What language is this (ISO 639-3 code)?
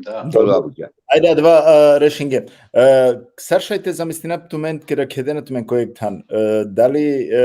rmn